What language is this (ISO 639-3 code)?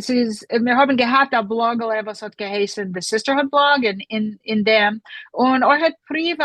yid